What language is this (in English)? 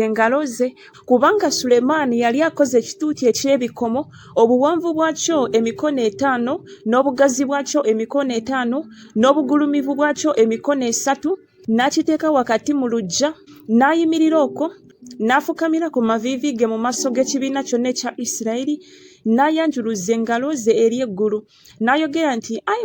Ganda